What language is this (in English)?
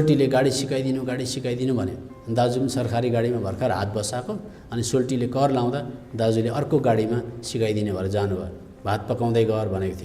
Nepali